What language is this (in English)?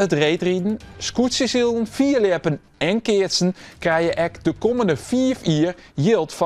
Western Frisian